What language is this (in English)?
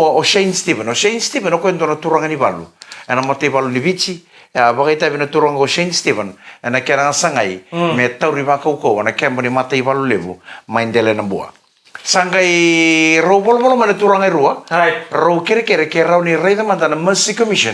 Fijian